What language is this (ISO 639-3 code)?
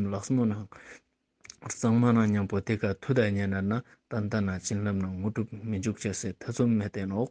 lbj